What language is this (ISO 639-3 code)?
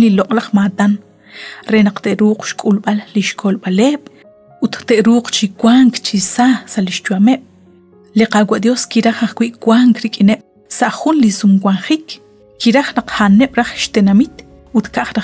kek